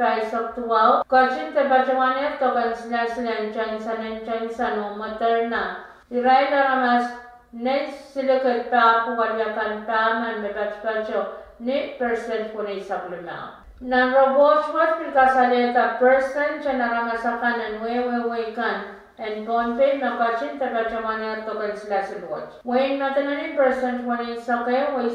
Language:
Pohnpeian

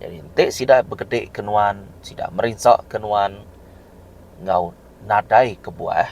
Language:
Iban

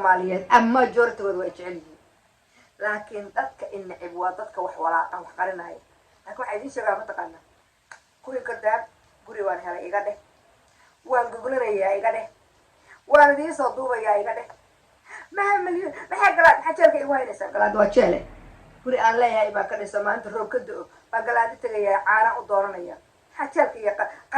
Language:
Somali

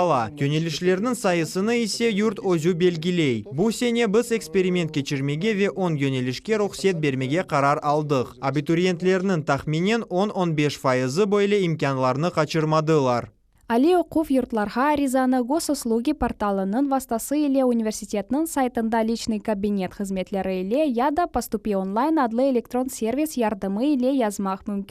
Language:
Crimean Tatar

